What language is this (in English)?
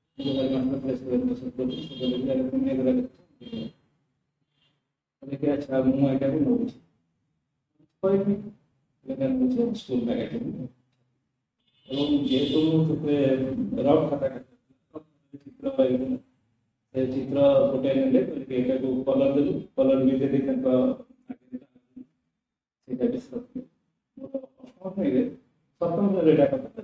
Odia